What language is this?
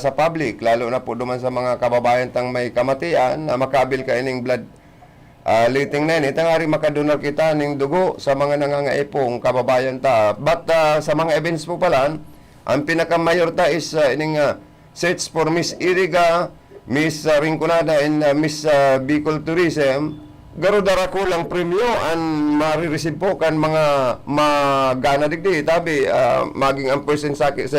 Bikol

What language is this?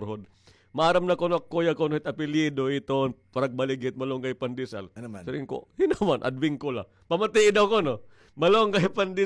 Waray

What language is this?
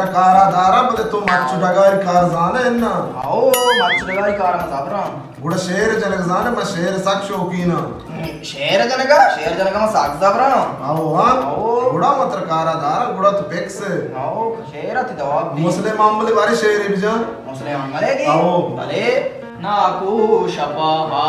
Baluchi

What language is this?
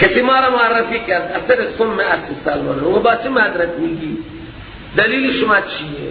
Persian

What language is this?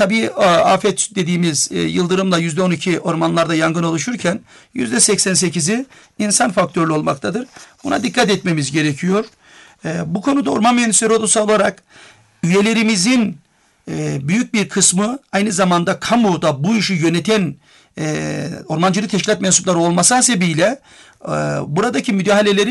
Turkish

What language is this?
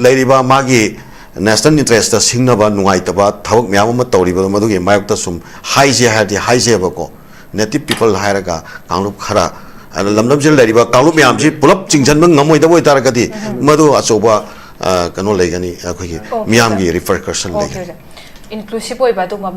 Manipuri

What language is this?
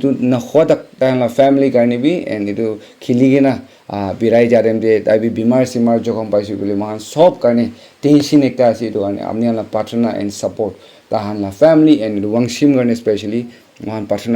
Naga Pidgin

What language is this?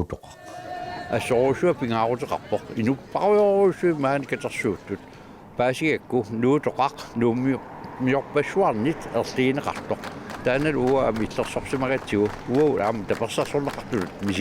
Kalaallisut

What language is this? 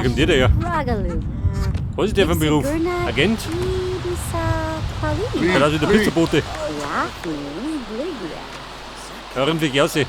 Bavarian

